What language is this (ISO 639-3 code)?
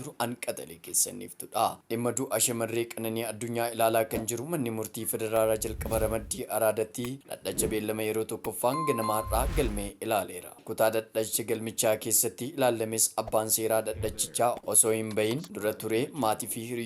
orm